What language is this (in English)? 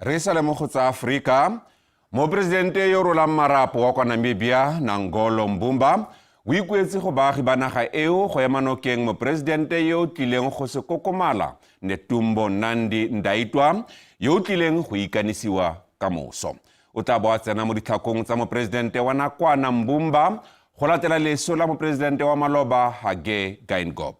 Tswana